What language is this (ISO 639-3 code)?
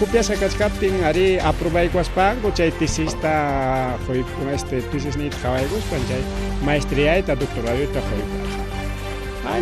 quy